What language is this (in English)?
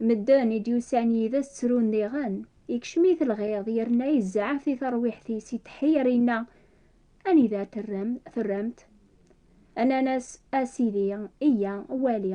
Kabyle